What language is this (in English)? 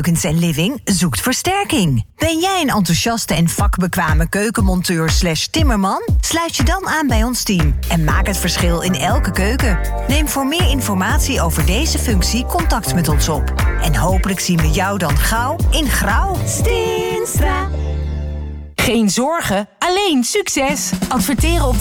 Dutch